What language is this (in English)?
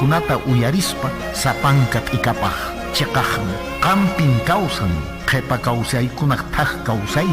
Quechua